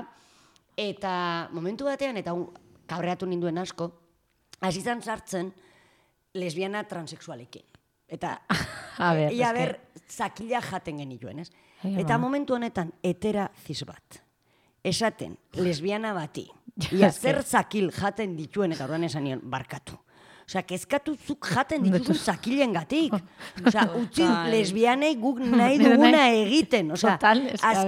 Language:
Basque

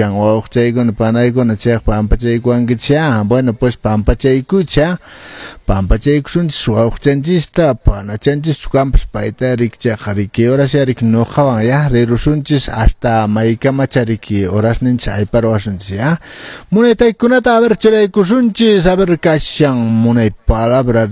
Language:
Quechua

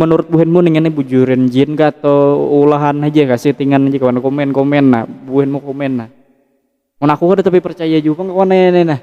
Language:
Banjar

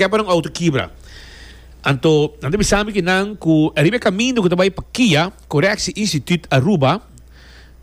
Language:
Papiamento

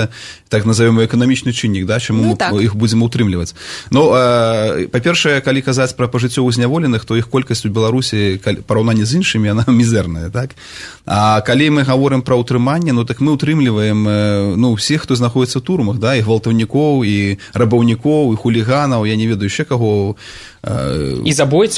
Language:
Belarusian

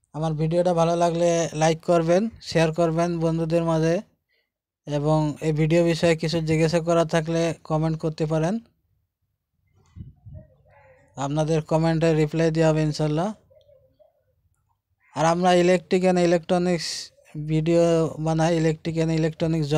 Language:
Bangla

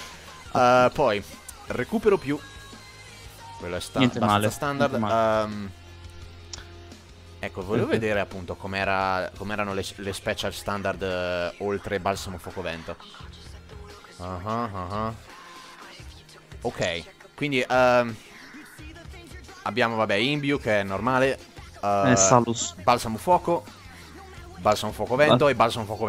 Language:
Italian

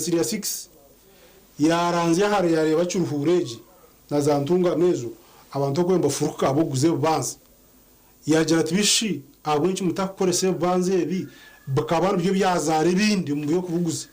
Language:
Nyankole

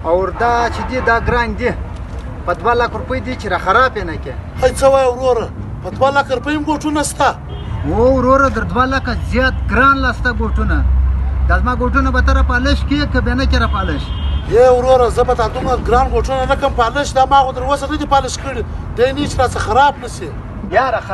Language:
Pashto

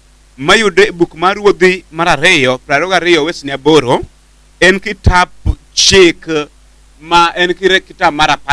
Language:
Luo (Kenya and Tanzania)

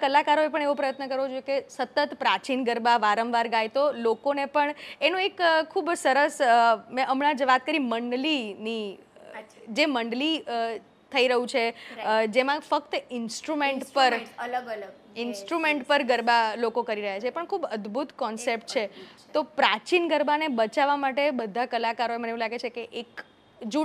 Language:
Gujarati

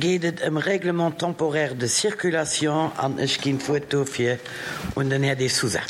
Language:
Luxembourgish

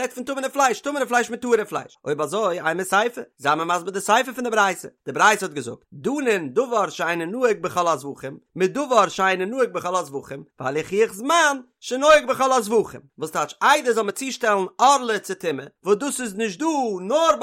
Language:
Yiddish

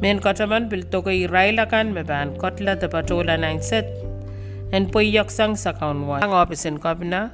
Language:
Pohnpeian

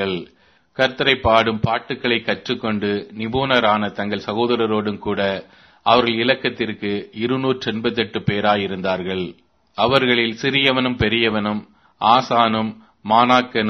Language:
Tamil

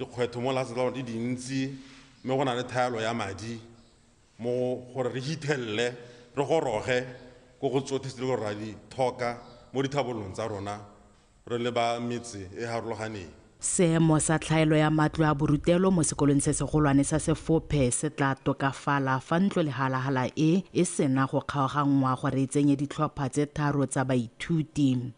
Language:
Tswana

